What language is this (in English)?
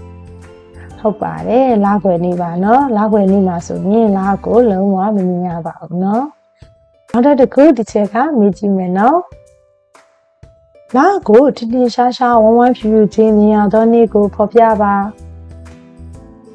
Burmese